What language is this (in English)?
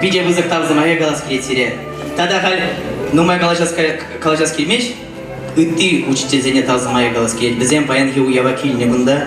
Chuvash